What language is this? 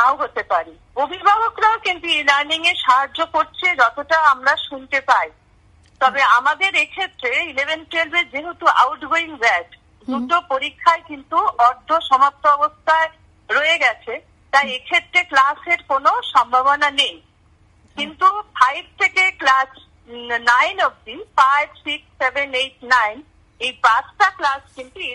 Bangla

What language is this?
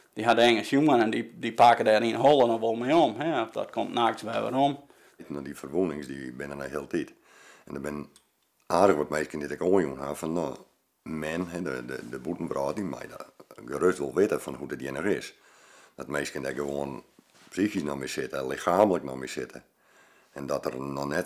Western Frisian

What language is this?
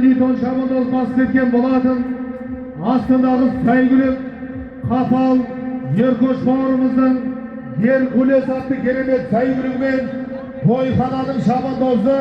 Kazakh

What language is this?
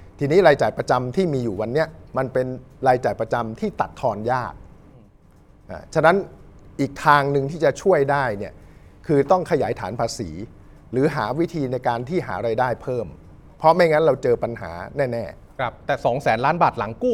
Thai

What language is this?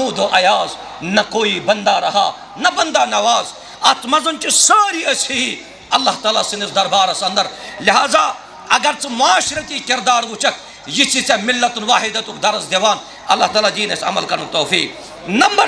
Kashmiri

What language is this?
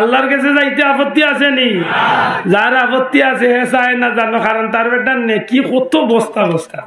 Sylheti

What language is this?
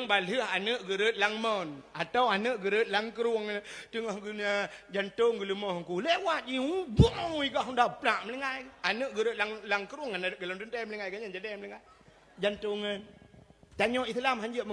Achinese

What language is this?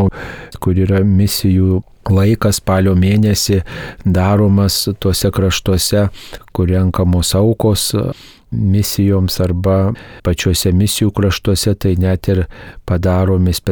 Lithuanian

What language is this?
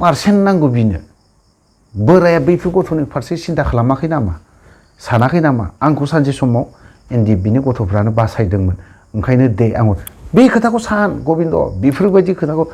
Bodo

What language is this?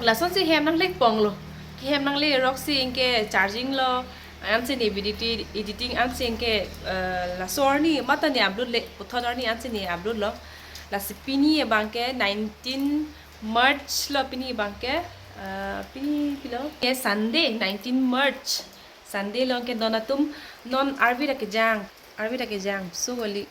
Karbi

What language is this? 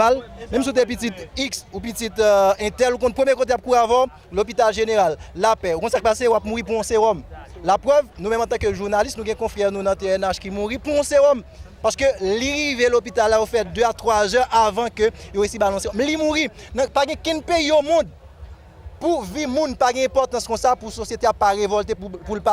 Haitian Creole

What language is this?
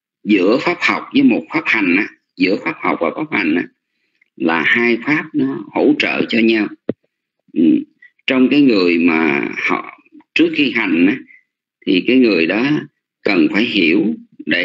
Vietnamese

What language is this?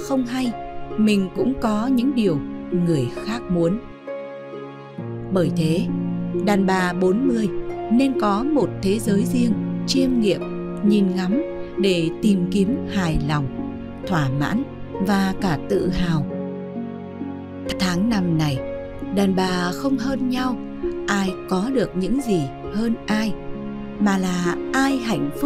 Vietnamese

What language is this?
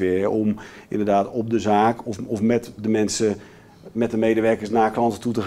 Dutch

